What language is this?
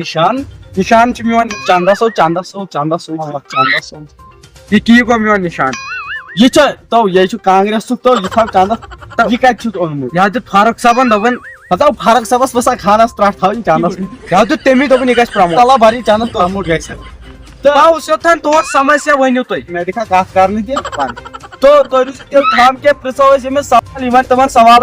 Kashmiri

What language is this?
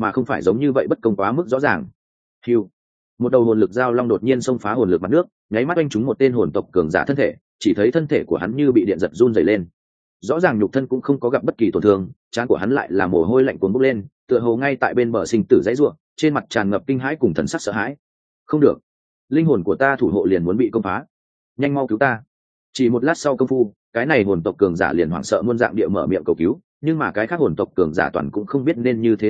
Vietnamese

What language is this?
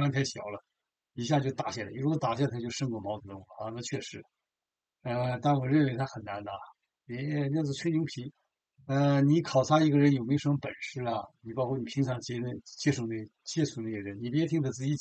Chinese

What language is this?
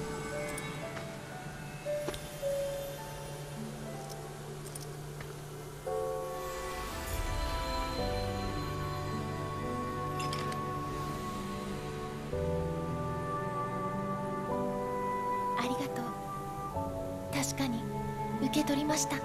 Japanese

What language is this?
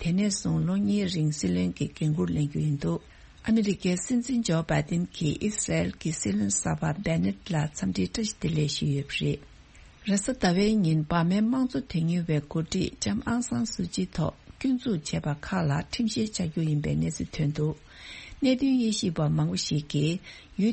Tibetan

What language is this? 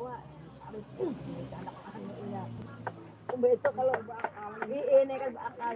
Banjar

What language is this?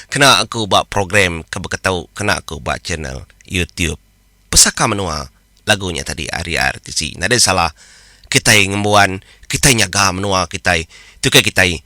Iban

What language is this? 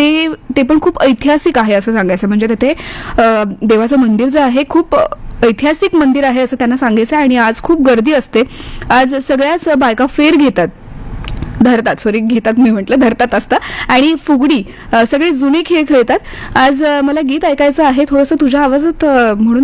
Marathi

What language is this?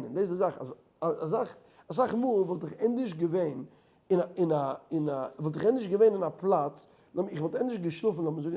Yiddish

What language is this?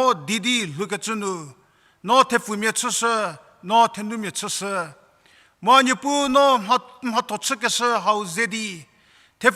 Angami Naga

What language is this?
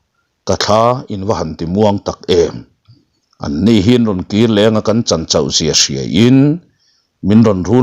Mizo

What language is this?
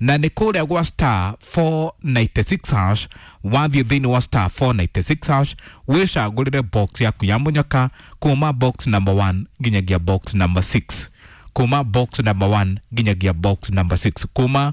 Kikuyu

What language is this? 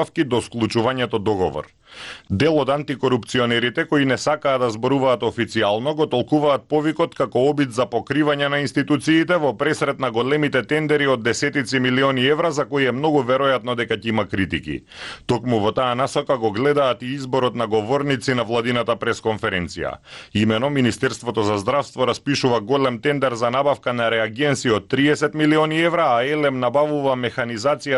Macedonian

